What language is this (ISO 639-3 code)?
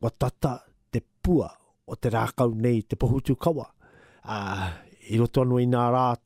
mri